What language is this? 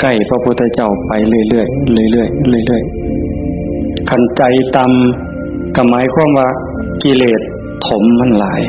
Northeastern Thai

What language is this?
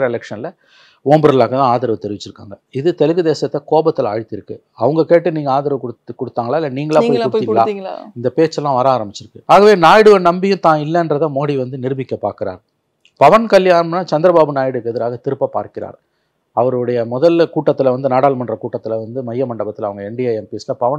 Tamil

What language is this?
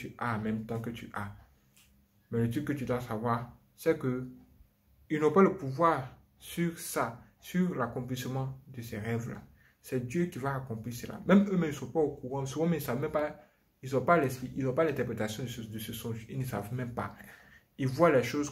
French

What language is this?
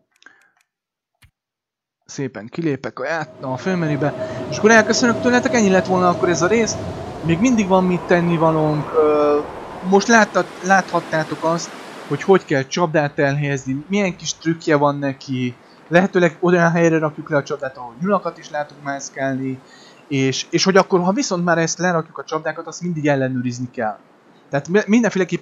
Hungarian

